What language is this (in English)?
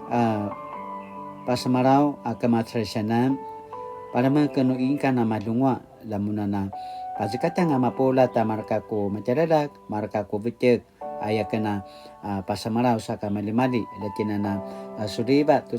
Paiwan